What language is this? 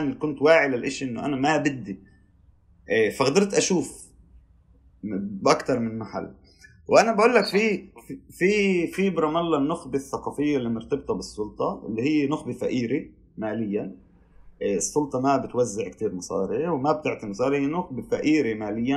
North Levantine Arabic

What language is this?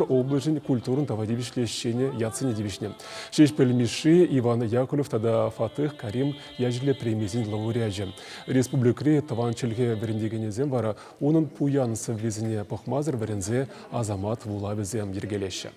Chuvash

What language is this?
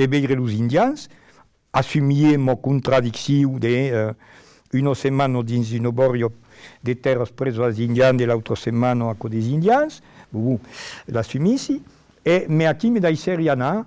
Occitan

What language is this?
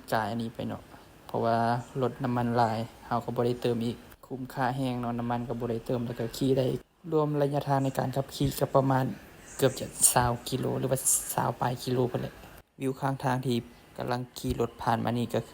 Lao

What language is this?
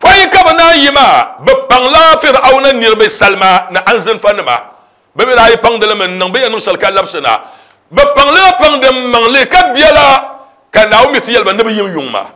Dagbani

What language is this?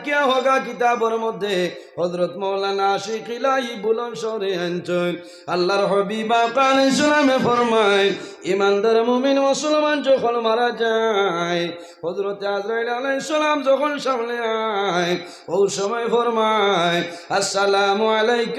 Sylheti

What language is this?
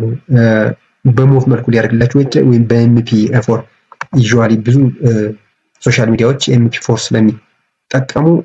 Amharic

